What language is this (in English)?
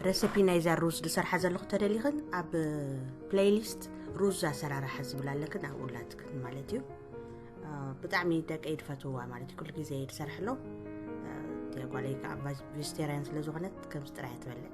Tigrinya